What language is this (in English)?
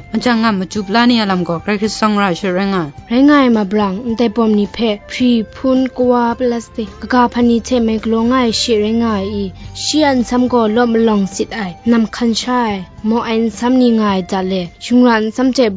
Kachin